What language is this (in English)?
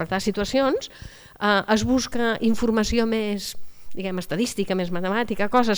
Catalan